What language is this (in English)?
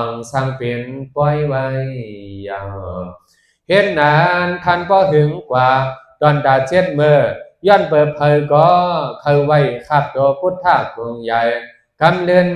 Shan